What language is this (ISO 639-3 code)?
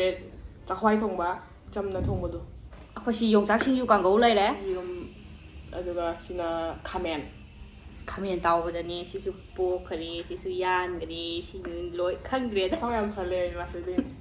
mni